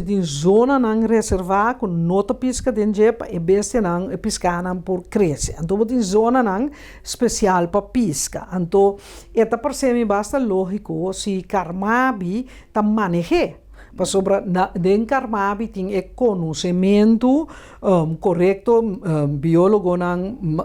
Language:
Papiamento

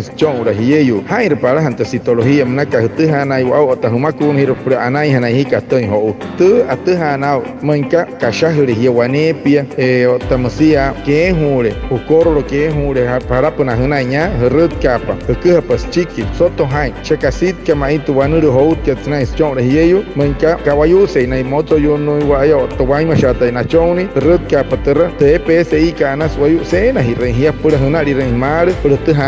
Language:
Wayuu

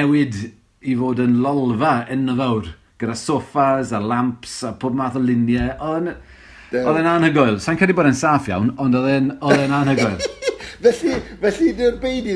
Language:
Welsh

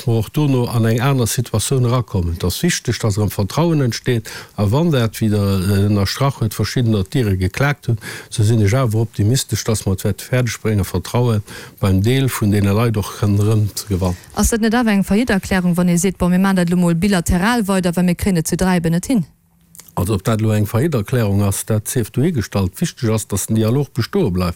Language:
Luxembourgish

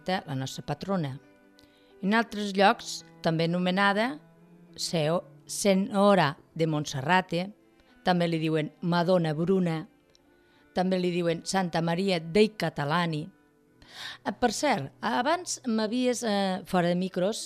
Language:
Catalan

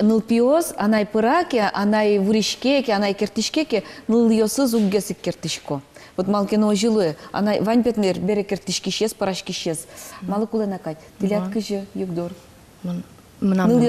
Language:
Udmurt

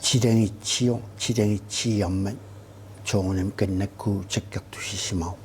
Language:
Kalaallisut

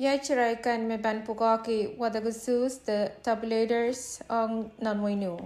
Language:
Pohnpeian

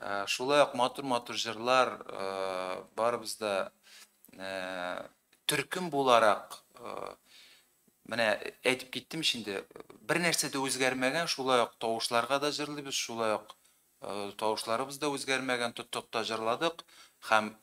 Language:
Tatar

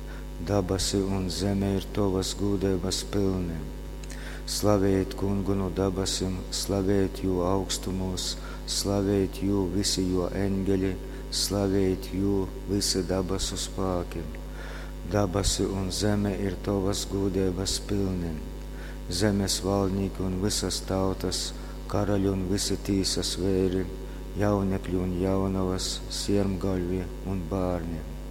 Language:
Latgalian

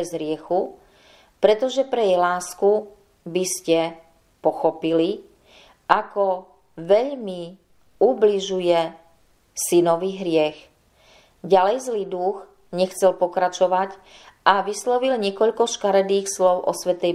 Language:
Slovak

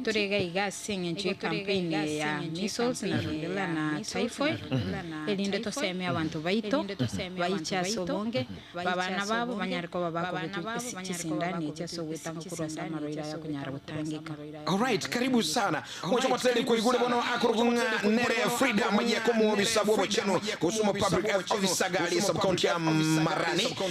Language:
Gusii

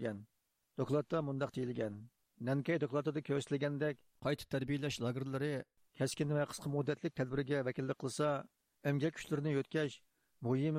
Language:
Uyghur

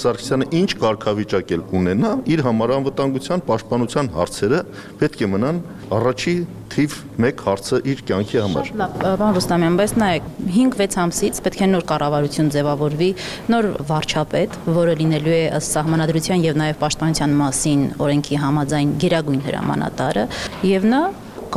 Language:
Armenian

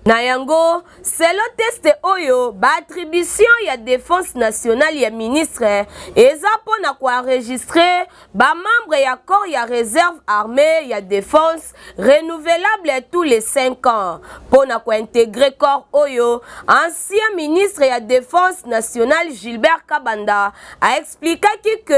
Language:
Lingala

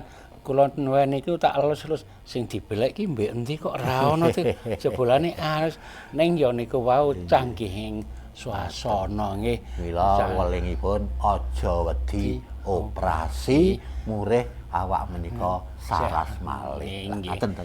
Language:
Javanese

